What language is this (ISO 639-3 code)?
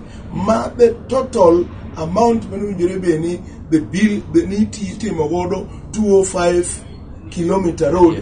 luo